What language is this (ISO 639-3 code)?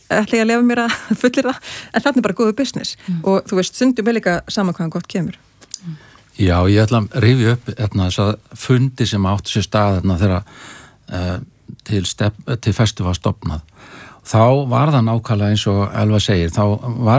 isl